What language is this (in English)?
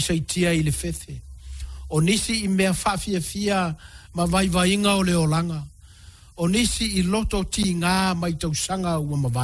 Samoan